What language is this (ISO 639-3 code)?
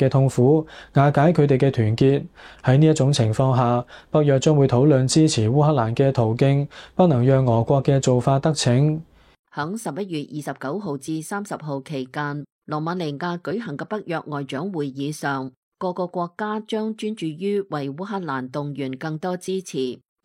yue